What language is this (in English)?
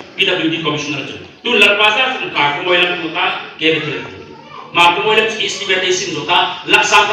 Hmar